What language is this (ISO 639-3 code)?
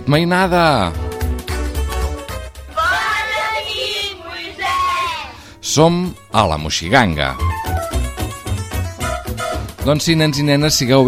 cat